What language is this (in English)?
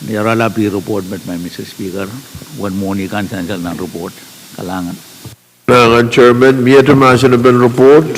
Pohnpeian